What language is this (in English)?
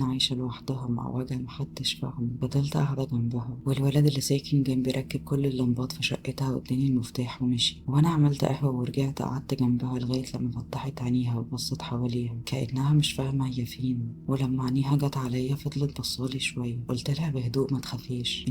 Egyptian Arabic